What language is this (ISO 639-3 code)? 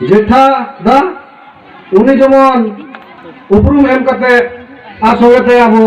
sat